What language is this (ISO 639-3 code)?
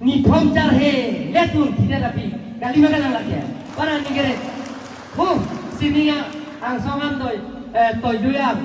mjw